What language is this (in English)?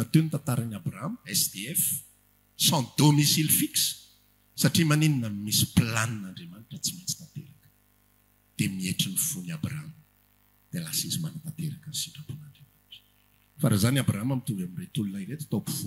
Malagasy